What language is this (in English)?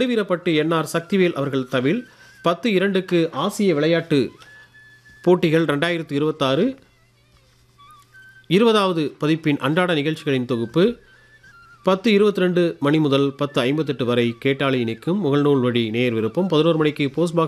Tamil